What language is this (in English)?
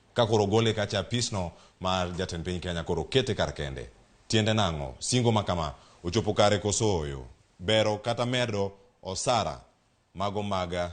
Luo (Kenya and Tanzania)